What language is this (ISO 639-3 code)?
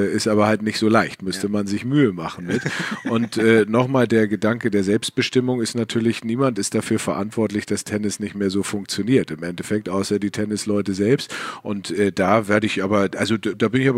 deu